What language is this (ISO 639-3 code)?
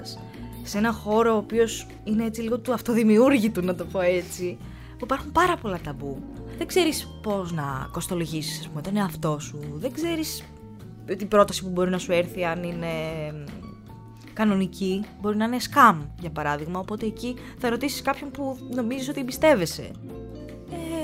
ell